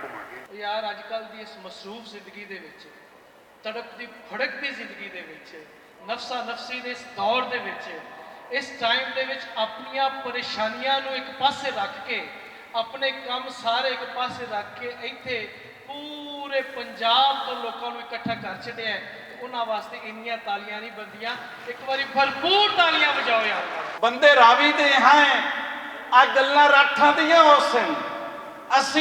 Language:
Western Panjabi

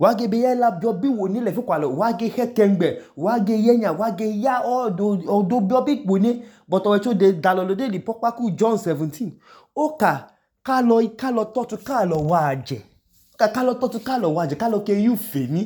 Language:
Idoma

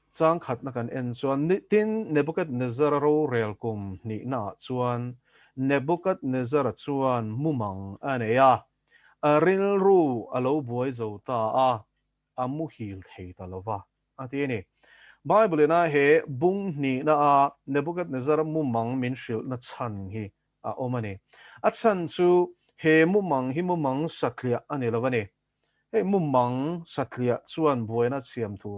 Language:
Mizo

